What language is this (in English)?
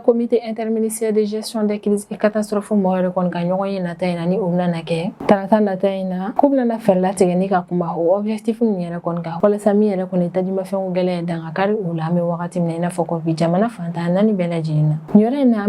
Bambara